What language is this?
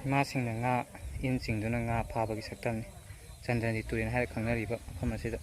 Manipuri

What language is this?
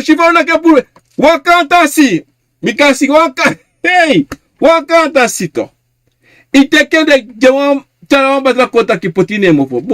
Sranan Tongo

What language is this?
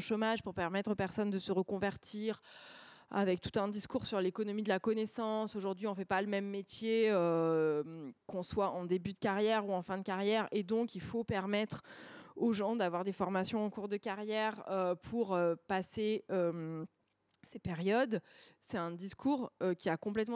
French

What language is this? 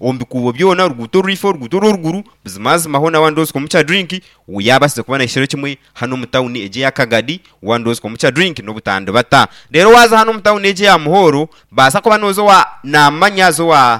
Nyankole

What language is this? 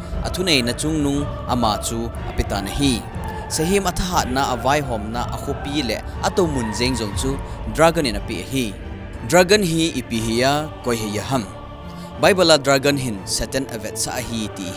Thado Chin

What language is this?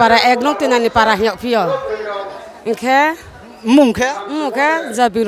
Riang (India)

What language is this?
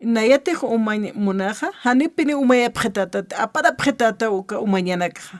Aymara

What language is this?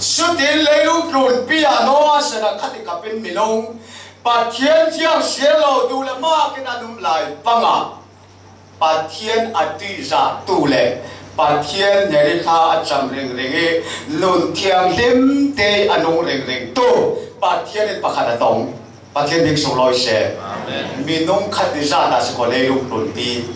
Falam Chin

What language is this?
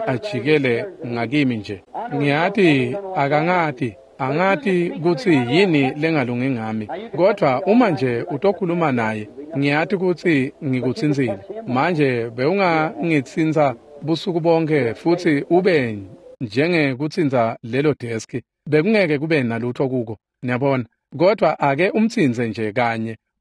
Swati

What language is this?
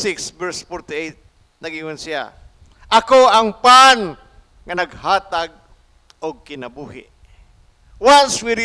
Cebuano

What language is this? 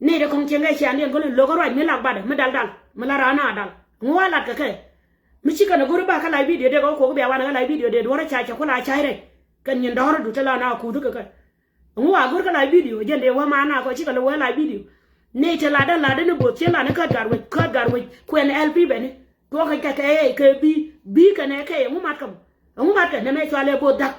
Nuer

